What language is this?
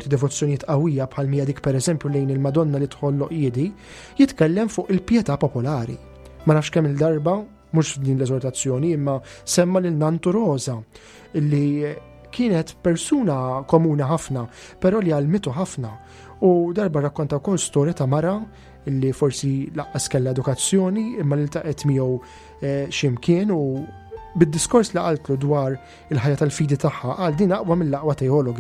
Maltese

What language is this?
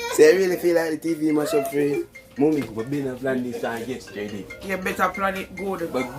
Jamaican Creole English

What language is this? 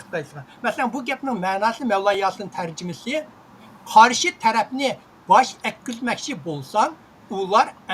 Uyghur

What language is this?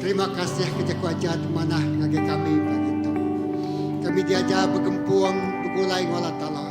Iban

